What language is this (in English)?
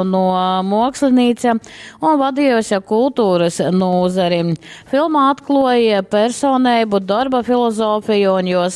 Latgalian